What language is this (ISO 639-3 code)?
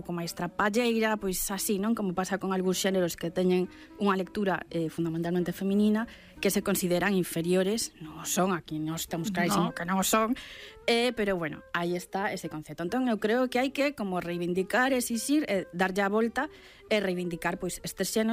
glg